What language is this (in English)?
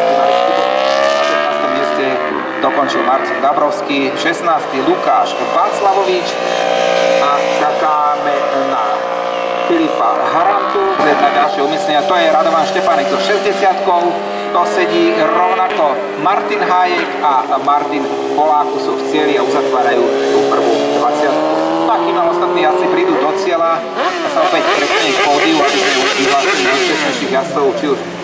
Slovak